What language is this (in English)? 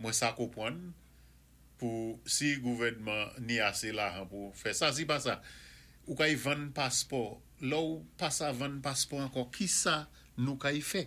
Saint Lucian Creole French